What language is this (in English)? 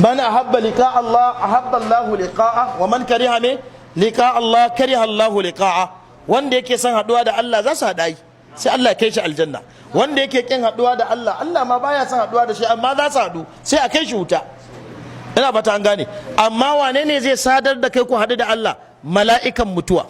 Hausa